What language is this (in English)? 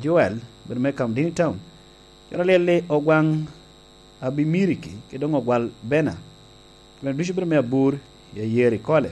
Lango (Uganda)